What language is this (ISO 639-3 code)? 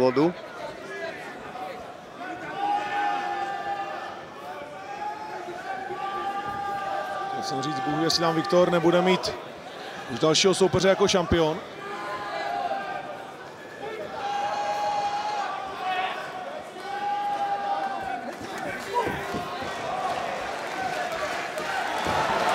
ces